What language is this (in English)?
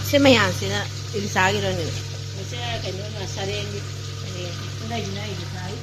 Manipuri